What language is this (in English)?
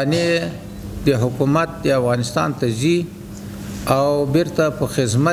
Pashto